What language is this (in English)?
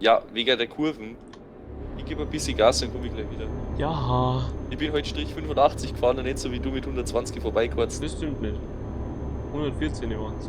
Bavarian